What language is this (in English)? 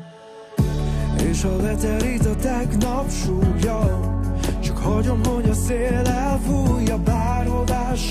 Hungarian